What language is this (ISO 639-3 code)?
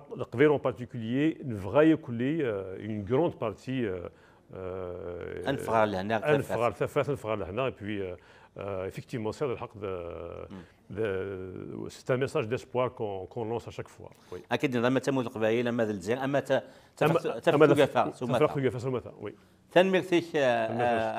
kab